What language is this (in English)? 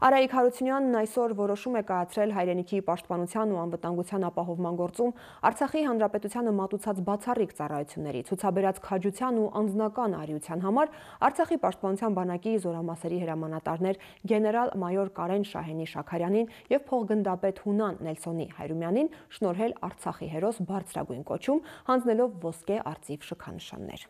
Armenian